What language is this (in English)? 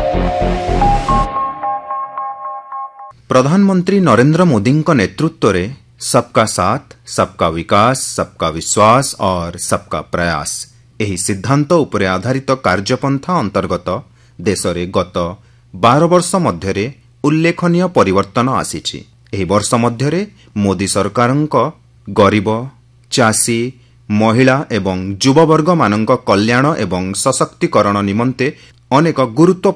Odia